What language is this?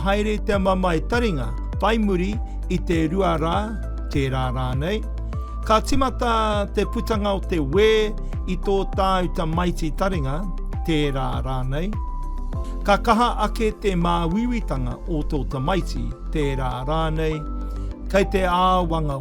Māori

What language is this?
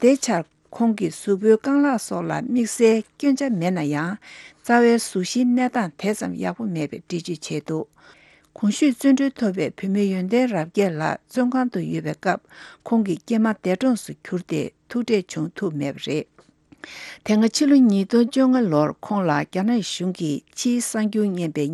Tibetan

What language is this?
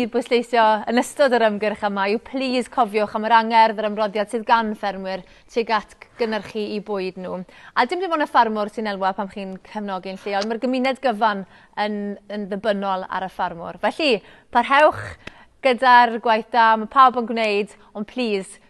Welsh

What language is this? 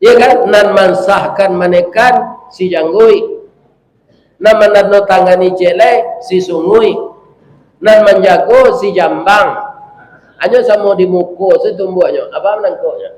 Minangkabau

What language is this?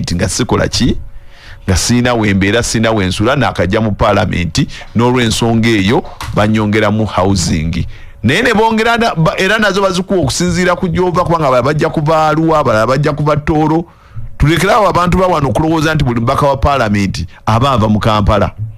Ganda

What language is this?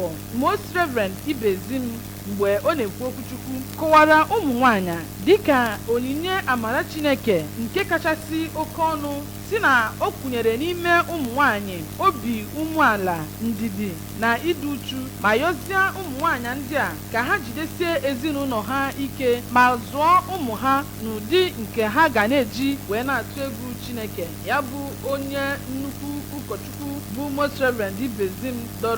Igbo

